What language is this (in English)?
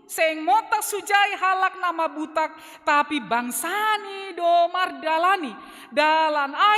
Batak Simalungun